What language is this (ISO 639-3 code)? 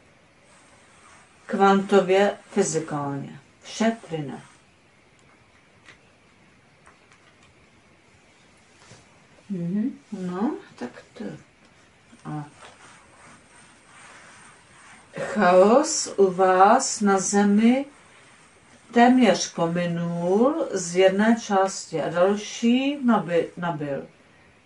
ces